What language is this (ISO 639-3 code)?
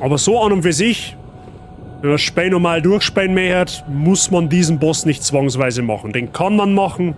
bar